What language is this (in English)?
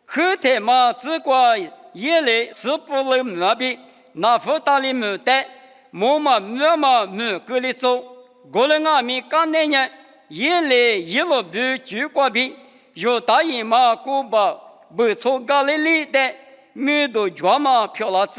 Lisu